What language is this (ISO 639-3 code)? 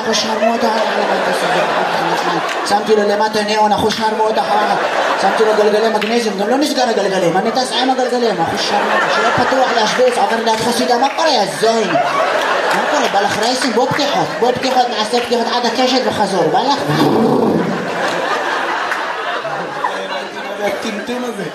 heb